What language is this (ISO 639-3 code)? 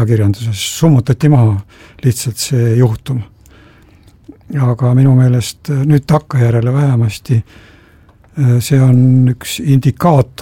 est